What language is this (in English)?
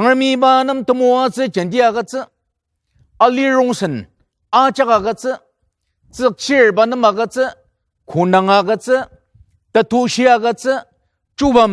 Ao Naga